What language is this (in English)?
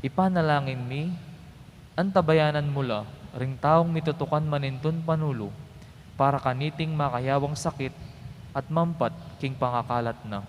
Pampanga